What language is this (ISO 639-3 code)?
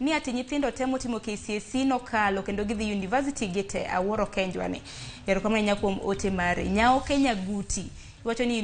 luo